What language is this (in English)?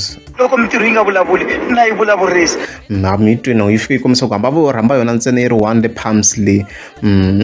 Tsonga